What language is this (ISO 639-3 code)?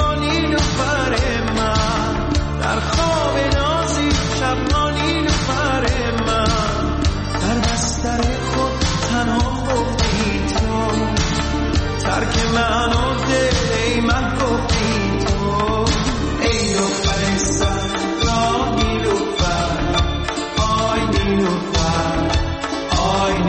fas